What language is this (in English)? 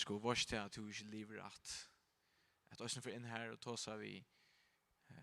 Faroese